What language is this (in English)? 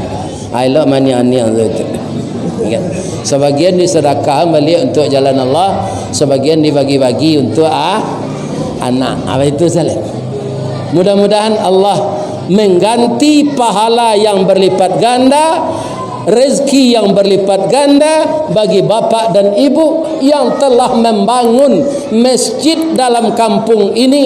Minangkabau